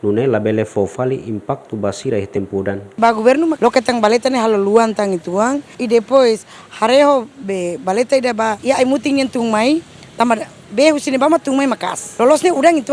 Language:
Tetum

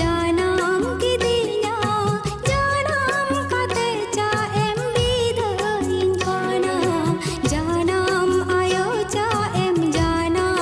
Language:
Santali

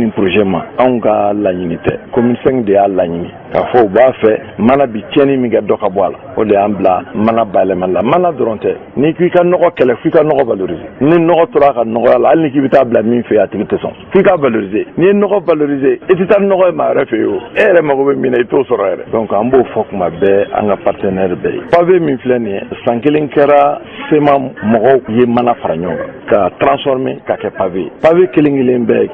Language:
Bambara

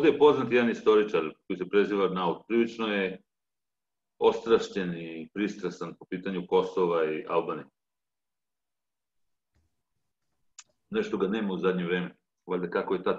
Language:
Serbian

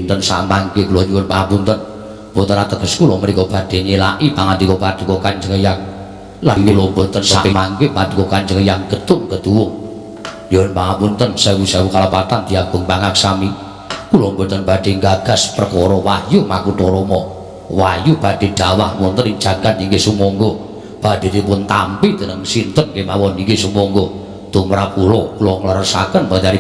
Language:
Javanese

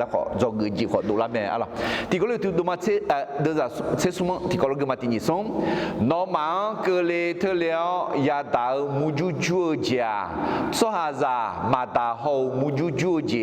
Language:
Akha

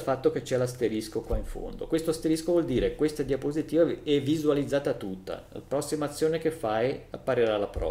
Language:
Italian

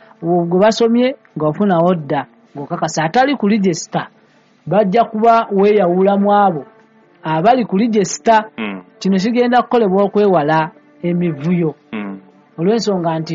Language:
Ganda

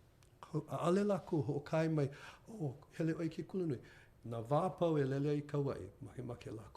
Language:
Hawaiian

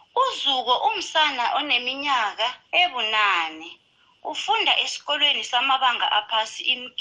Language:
South Ndebele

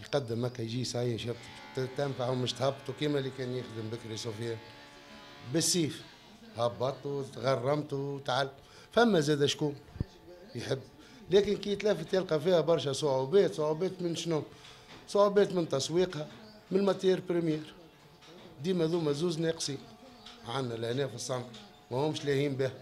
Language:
Tunisian Arabic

